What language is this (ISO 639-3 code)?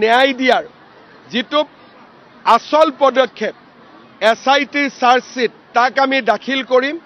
asm